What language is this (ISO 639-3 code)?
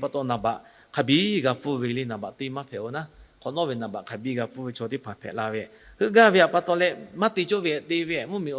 lhu